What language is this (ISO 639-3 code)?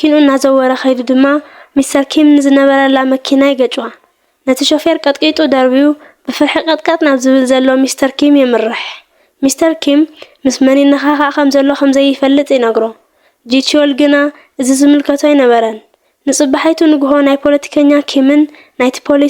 tir